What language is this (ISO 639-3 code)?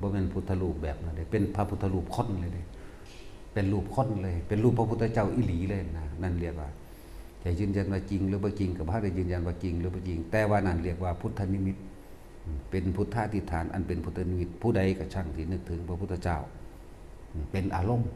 tts